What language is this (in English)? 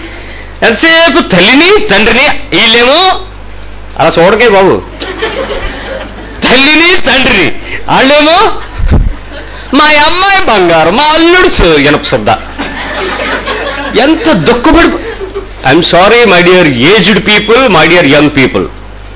Telugu